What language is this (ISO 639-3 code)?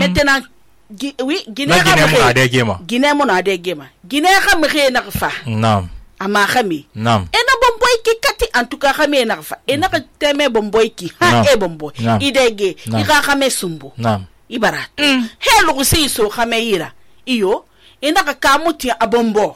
sus